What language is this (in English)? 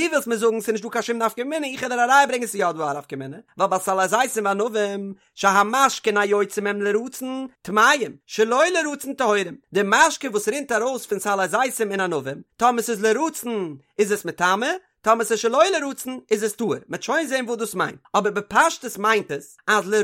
Yiddish